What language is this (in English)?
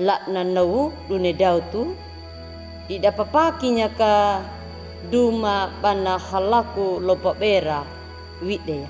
Anakalangu